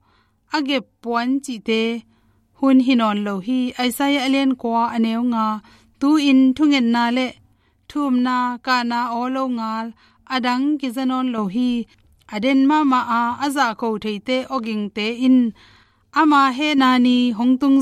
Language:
Tedim Chin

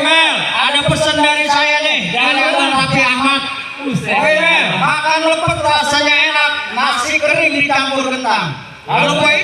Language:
Betawi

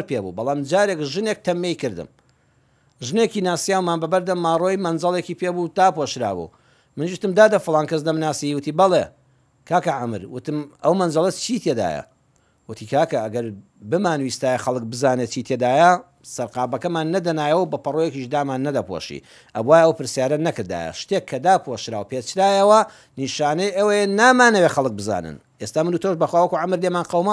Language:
Central Kurdish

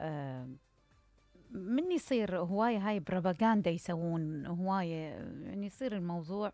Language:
Mesopotamian Arabic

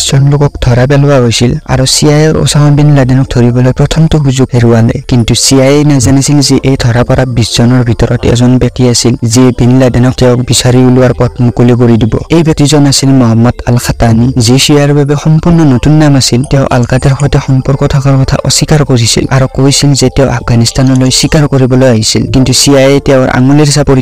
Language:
Assamese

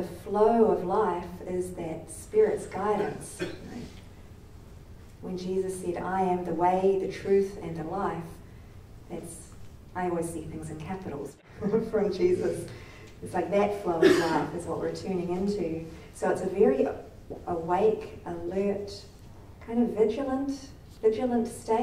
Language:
English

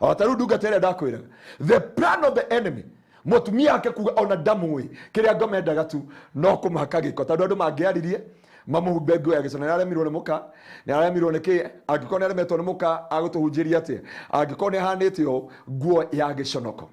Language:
Kikuyu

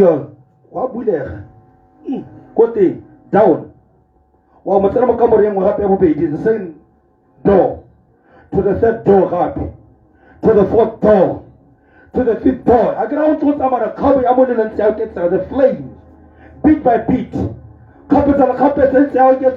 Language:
Tswana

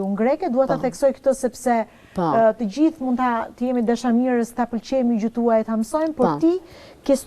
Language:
Albanian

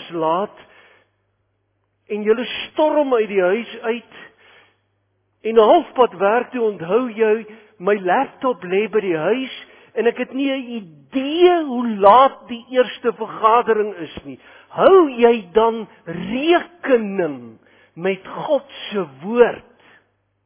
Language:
Afrikaans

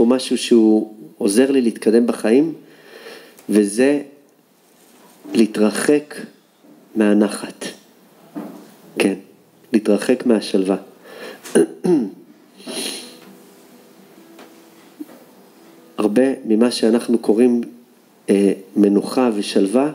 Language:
Hebrew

